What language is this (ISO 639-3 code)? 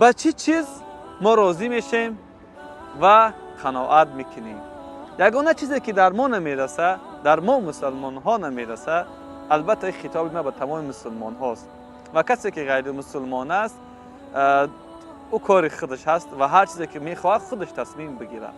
tgk